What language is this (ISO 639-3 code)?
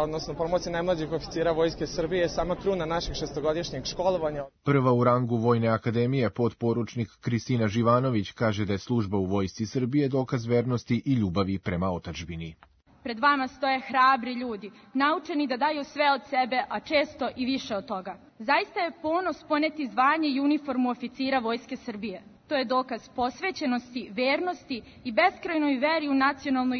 srp